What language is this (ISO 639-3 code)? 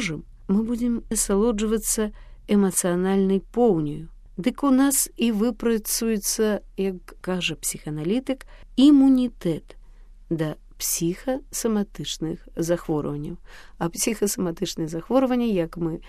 bel